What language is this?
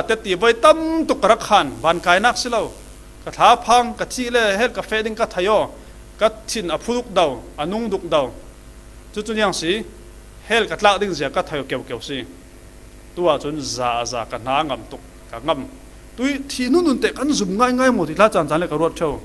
Falam Chin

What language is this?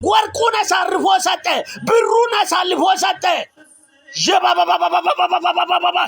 Amharic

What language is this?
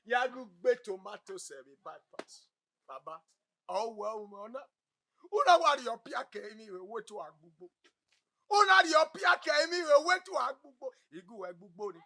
Bini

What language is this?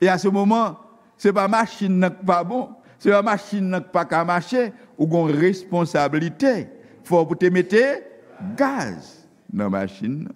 Haitian Creole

